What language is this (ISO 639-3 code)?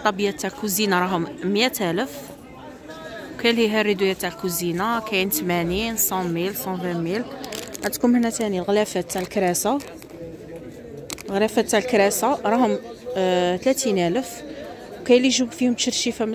arq